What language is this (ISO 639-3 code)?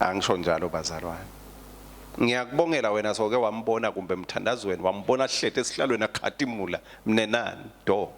ssw